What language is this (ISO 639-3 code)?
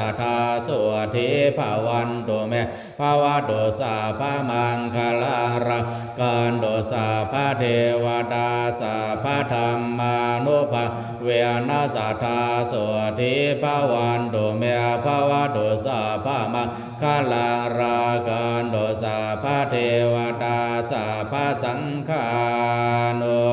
pli